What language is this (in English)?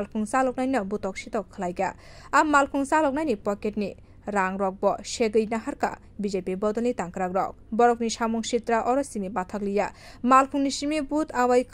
Kok Borok